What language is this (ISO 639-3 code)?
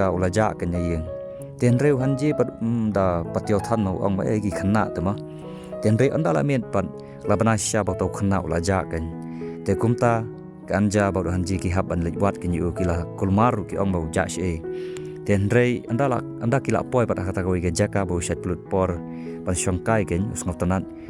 kha